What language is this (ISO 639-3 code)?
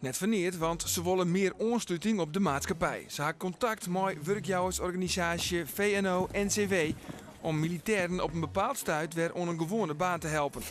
fry